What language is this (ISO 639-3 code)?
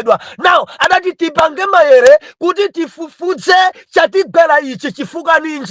nya